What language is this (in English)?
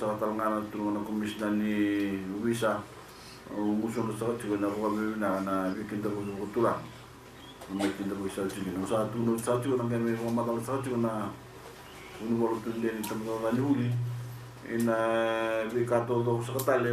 Fijian